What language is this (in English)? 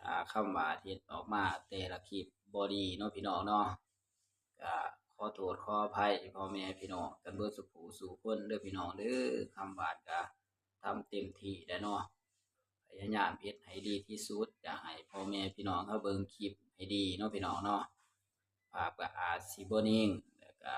Northeastern Thai